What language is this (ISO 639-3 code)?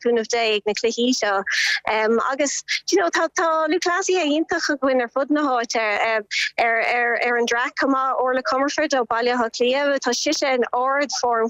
gle